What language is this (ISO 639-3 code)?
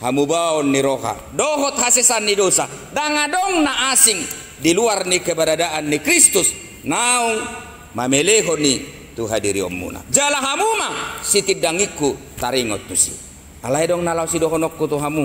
bbc